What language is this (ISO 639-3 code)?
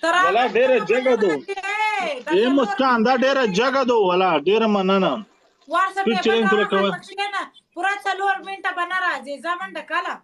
pus